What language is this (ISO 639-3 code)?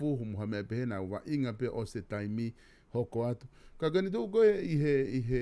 ton